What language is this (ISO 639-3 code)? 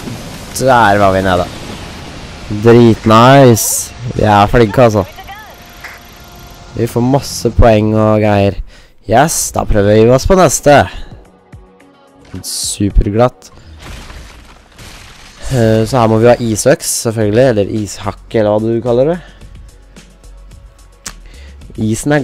nor